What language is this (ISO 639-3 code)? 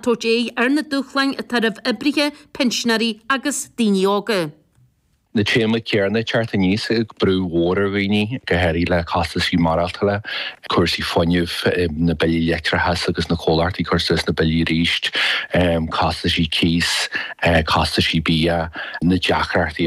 gle